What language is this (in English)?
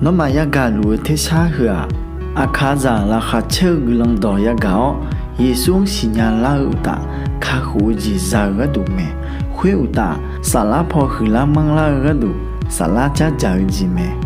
Akha